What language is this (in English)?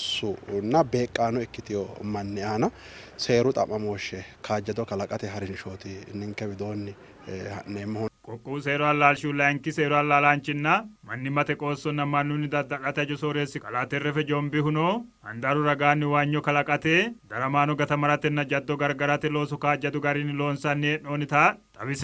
Sidamo